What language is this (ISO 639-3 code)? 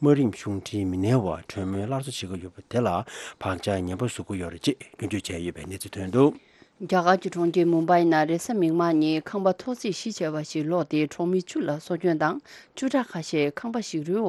bod